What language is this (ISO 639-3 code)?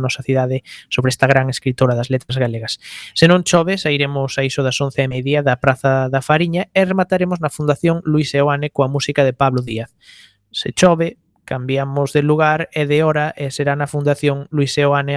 glg